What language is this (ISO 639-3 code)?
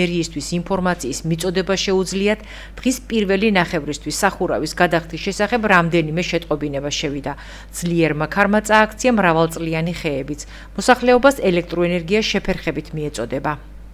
kat